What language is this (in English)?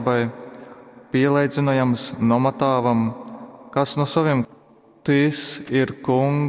Latgalian